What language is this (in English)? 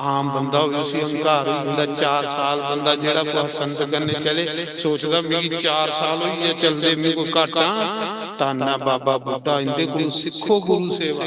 Dogri